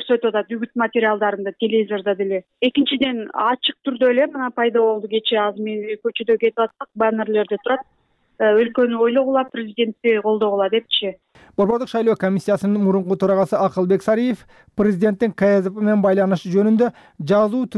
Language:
Kyrgyz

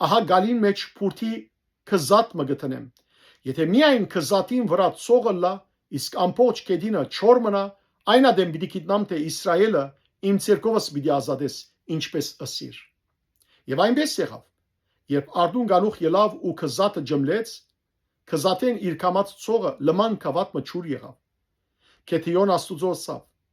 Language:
Western Armenian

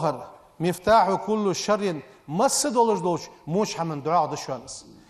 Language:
Ingush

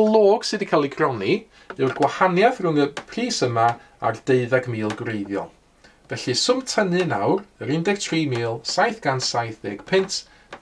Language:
Welsh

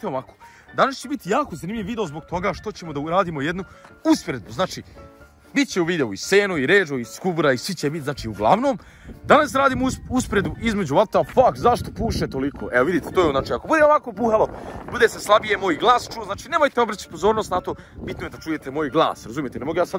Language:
Croatian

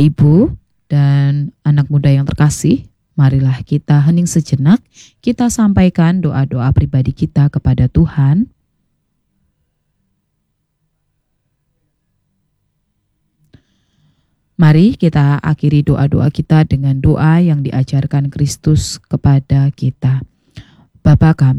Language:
Indonesian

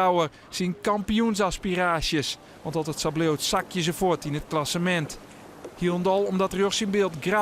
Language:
Western Frisian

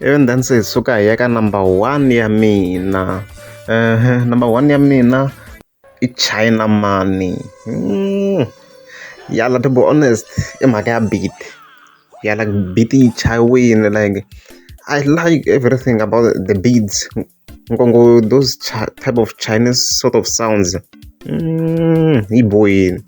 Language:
Tsonga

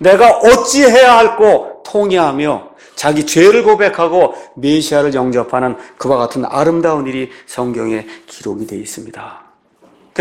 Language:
Korean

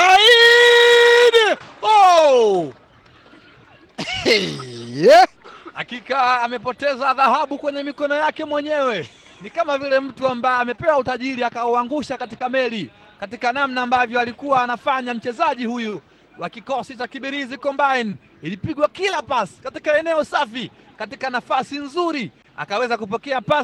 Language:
Swahili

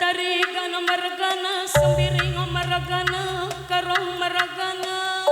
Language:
Batak Karo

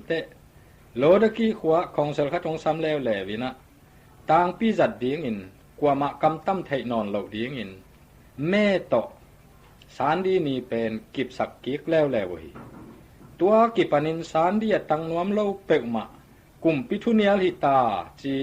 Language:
Tedim Chin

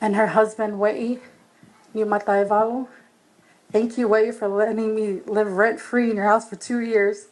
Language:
Tongan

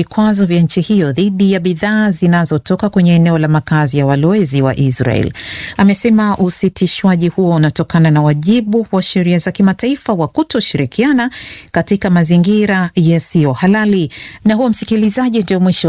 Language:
Swahili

